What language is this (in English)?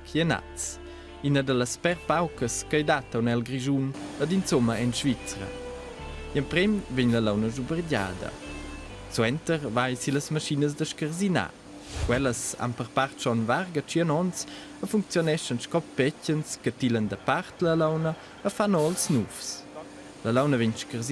Romansh